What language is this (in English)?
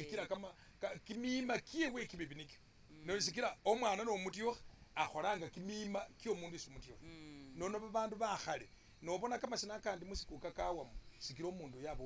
Masaaba